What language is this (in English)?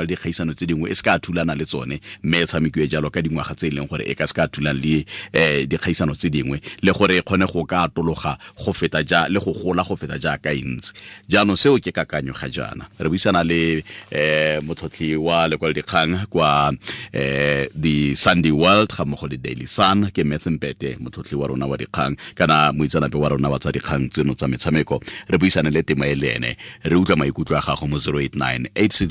Tswana